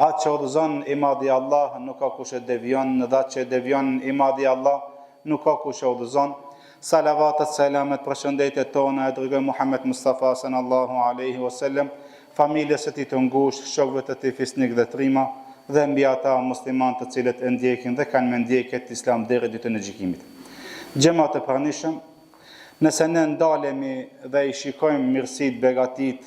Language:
Albanian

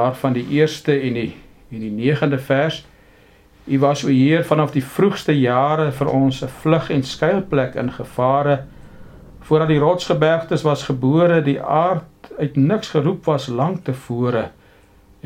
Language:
Afrikaans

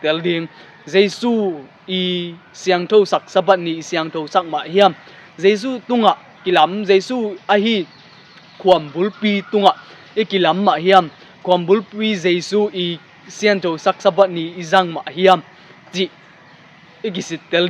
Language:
Tedim Chin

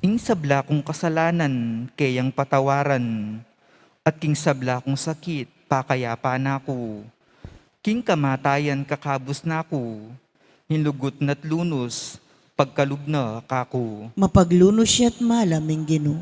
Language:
Pampanga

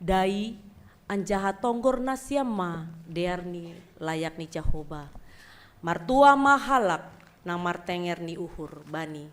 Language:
Batak Simalungun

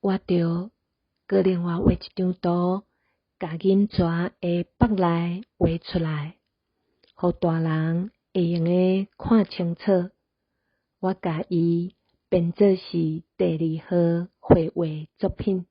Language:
Min Nan Chinese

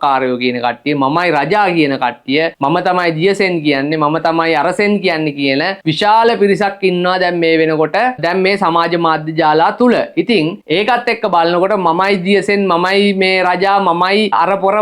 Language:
Sinhala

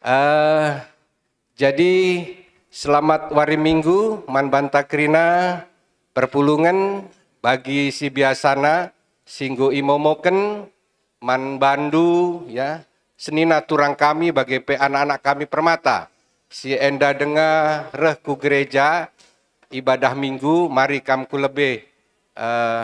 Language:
Batak Karo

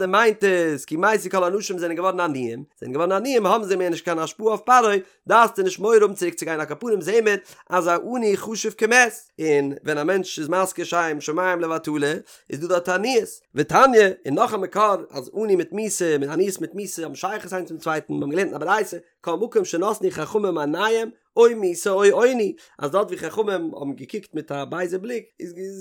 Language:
Yiddish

